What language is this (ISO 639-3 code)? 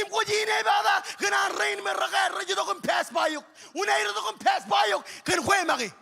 mah